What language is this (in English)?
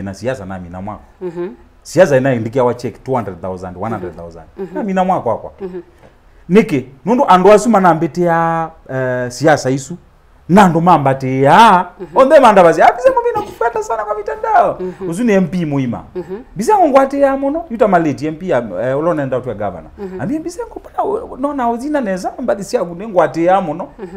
Kamba